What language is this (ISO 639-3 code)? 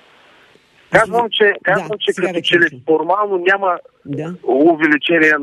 bul